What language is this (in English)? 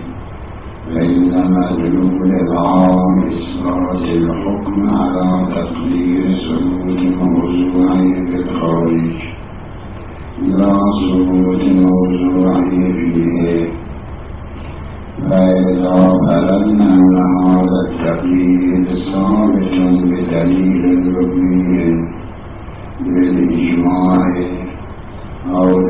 Arabic